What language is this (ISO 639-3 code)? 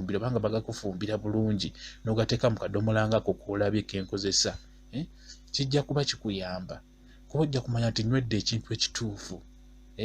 lug